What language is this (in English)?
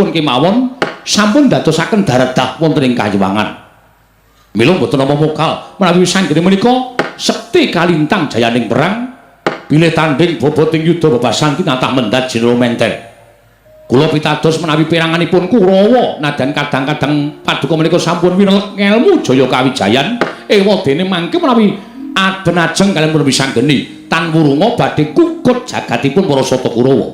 Javanese